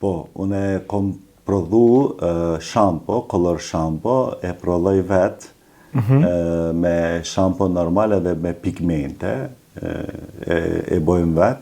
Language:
Albanian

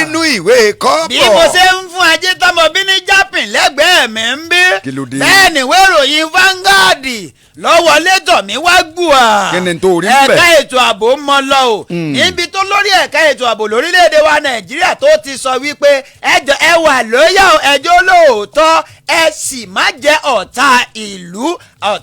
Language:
Yoruba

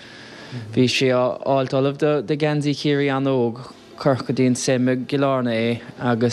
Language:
Irish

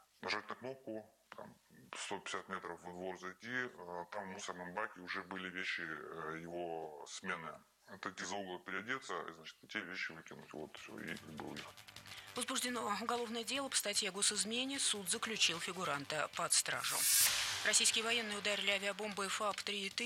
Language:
Russian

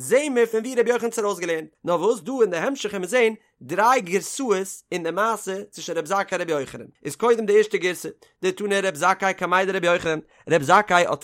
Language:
Yiddish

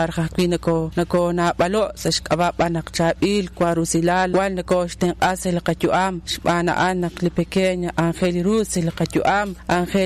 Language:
Kekchí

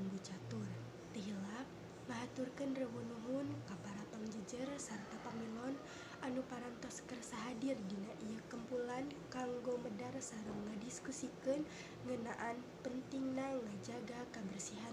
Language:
Sundanese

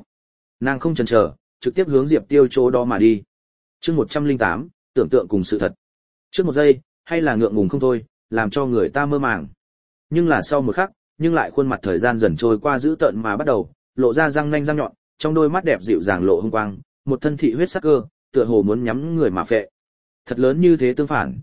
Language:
Vietnamese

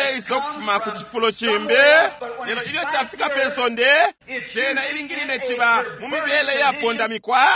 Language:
Bemba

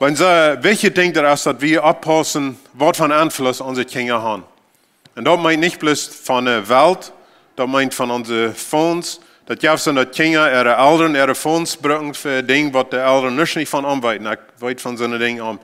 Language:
Plautdietsch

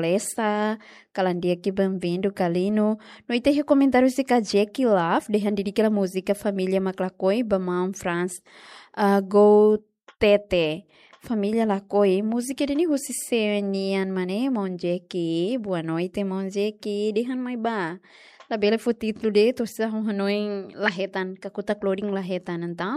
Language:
Tetum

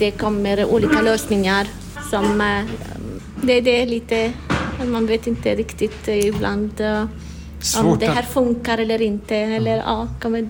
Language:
Swedish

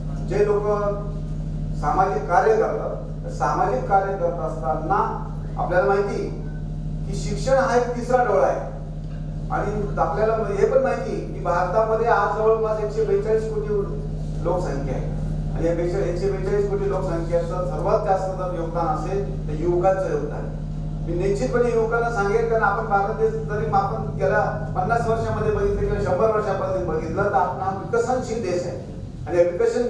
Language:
Marathi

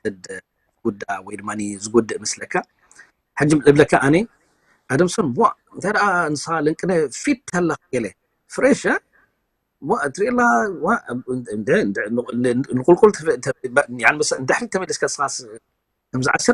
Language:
Tigrinya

